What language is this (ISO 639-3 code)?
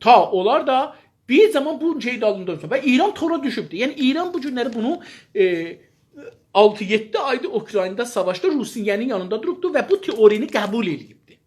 azb